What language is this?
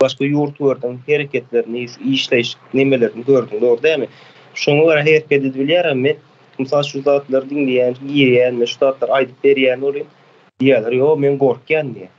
Turkmen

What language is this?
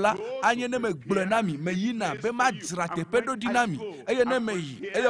Ewe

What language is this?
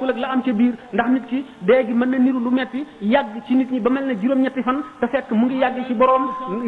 Wolof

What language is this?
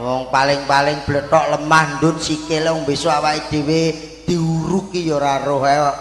Javanese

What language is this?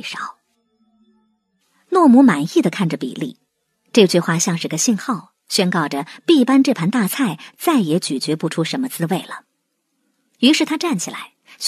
Chinese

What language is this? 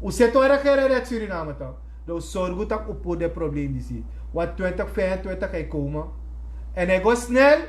Sranan Tongo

